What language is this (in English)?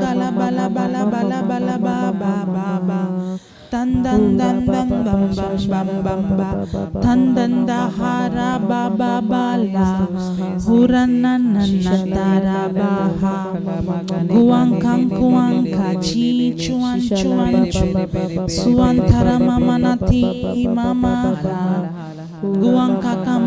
Tem